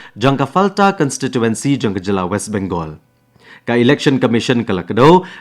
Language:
Khasi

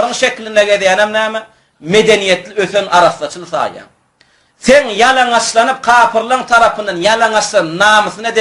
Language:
Turkmen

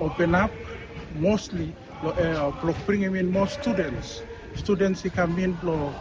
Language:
Bislama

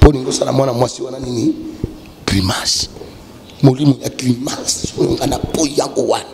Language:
Lingala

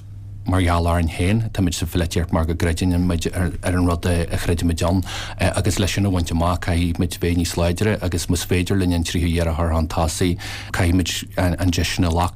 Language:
Irish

